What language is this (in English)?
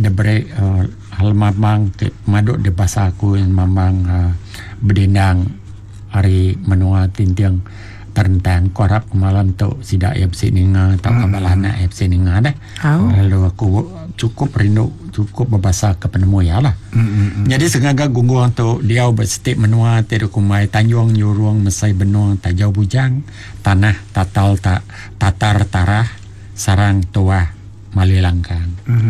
Iban